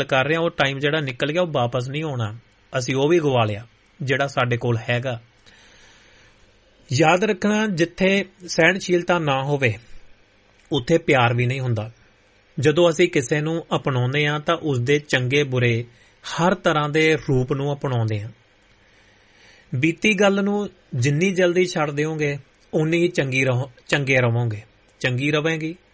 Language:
Punjabi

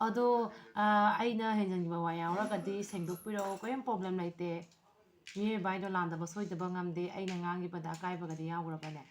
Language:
Manipuri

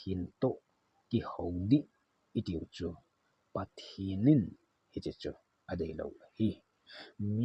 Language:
Thado Chin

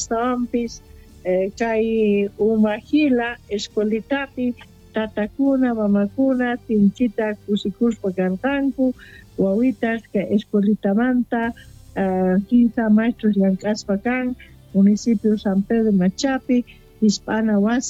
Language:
Quechua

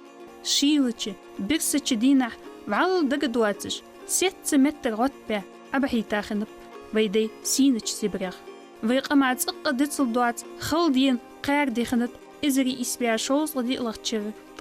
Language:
Ingush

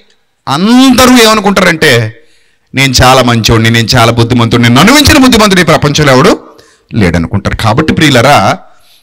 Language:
Telugu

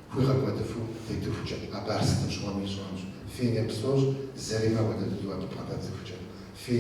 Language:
Kabardian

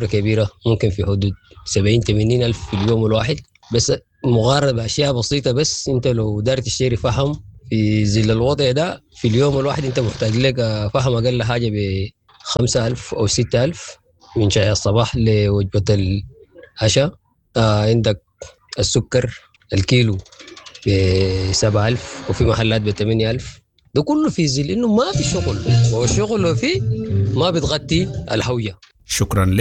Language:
Sudanese Arabic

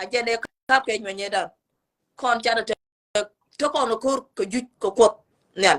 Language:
Nuer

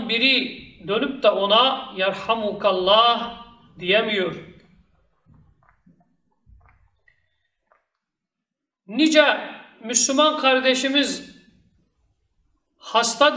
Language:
Turkish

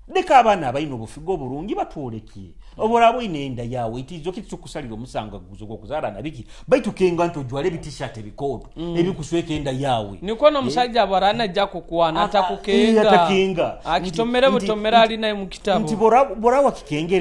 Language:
Nyoro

